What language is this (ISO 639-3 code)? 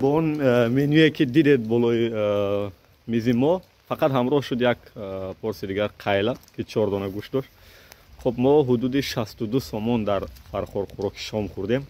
tgk